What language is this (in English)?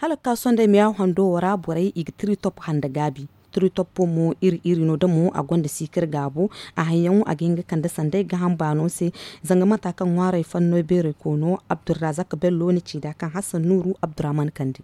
Zarma